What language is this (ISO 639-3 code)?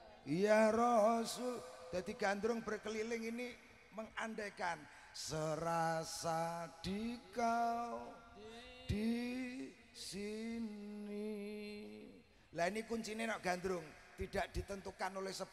ind